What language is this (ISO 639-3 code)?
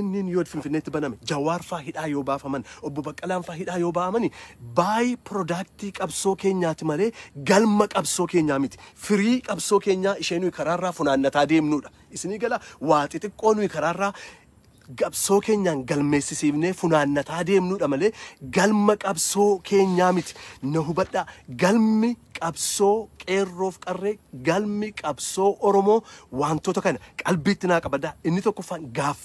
orm